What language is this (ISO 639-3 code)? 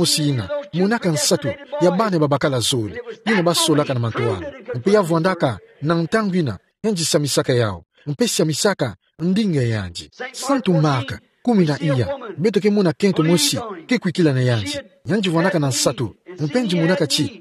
ktu